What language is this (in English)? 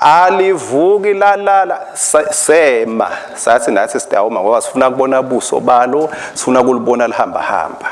Swati